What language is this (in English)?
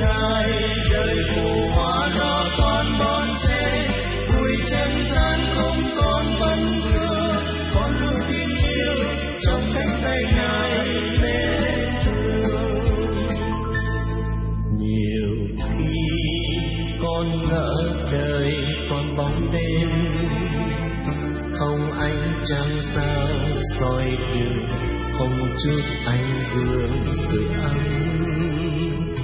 Vietnamese